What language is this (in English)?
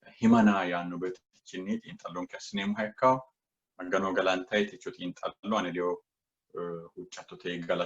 Sidamo